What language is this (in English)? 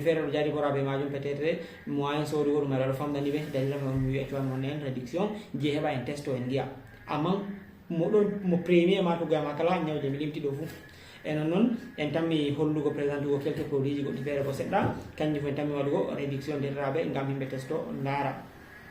Fula